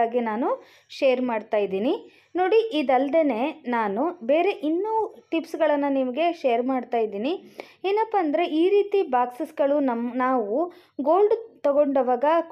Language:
Kannada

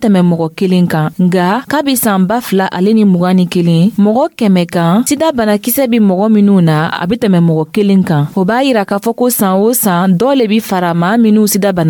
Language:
Dyula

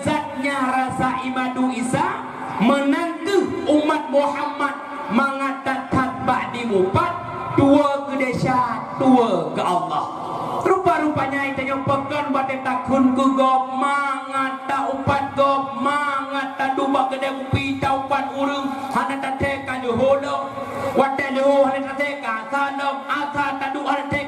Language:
Achinese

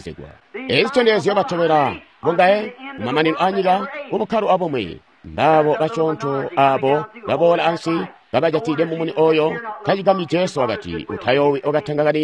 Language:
Tonga (Zambia)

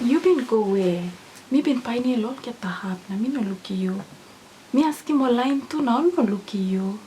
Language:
Tok Pisin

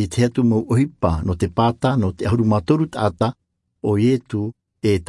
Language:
Tahitian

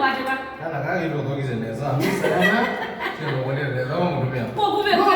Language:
Kamba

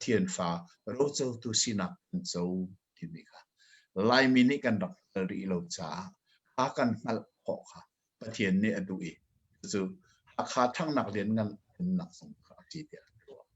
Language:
Hakha Chin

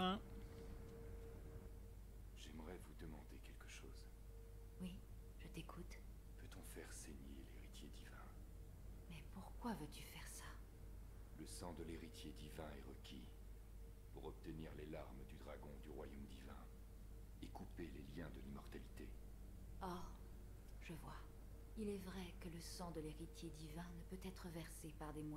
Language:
French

